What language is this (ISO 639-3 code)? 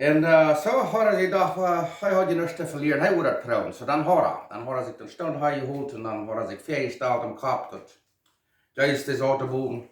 pdt